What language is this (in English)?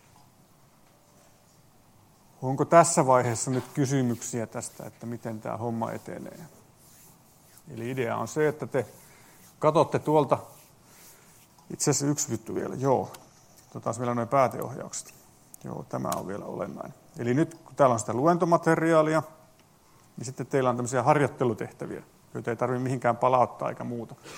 Finnish